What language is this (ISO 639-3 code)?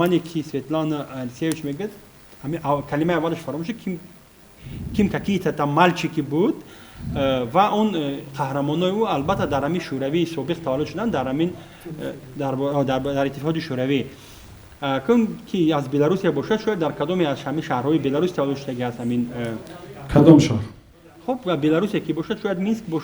tgk